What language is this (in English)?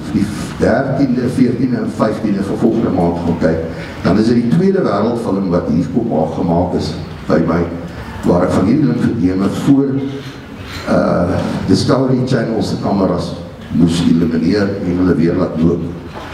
Afrikaans